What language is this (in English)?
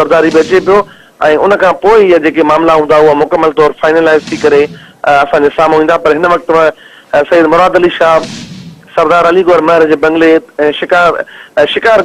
Sindhi